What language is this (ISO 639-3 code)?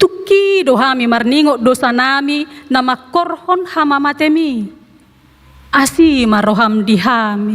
bbc